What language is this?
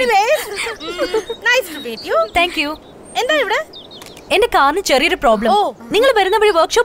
Malayalam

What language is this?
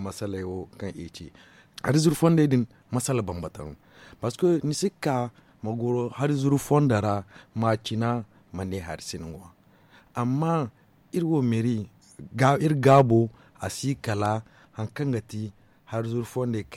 Zarma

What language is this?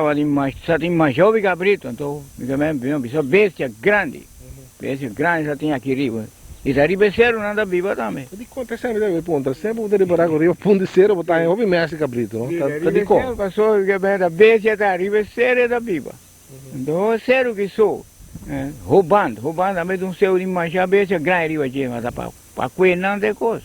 Papiamento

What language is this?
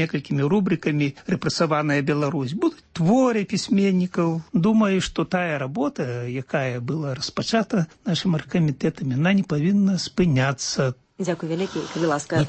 Belarusian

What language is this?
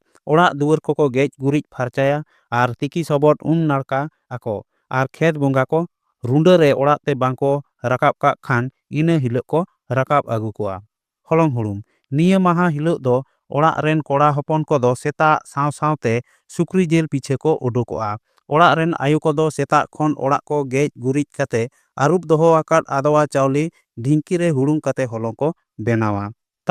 Santali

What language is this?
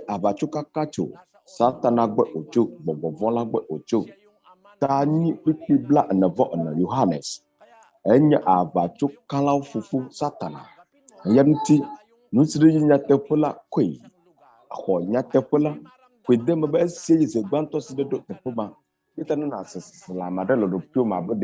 Ewe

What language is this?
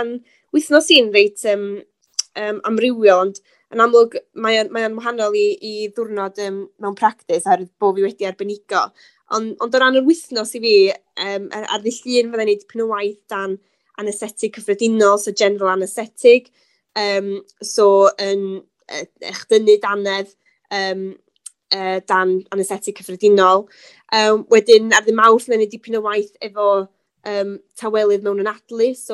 Welsh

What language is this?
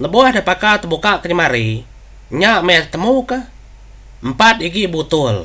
Iban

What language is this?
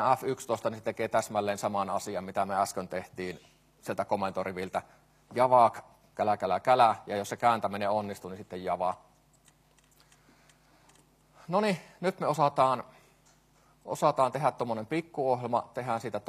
Finnish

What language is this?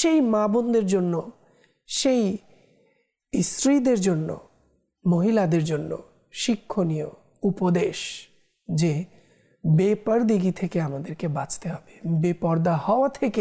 Bangla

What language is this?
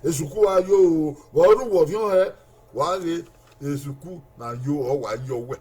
Bini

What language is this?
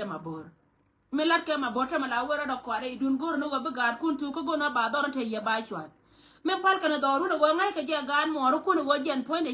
Nuer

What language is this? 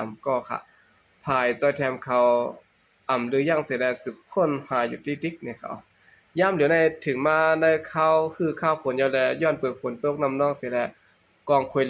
Shan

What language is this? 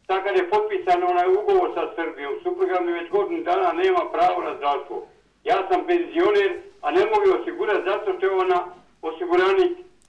Bosnian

